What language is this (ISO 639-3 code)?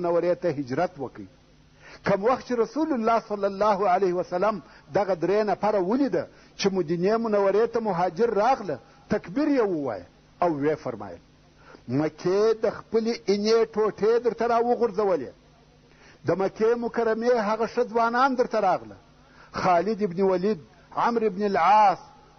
pus